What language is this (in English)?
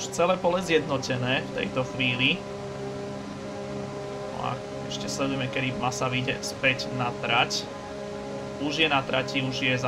Slovak